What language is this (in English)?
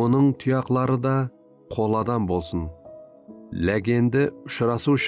Kara-Kalpak